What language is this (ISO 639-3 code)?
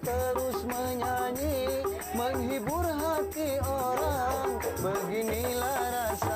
bew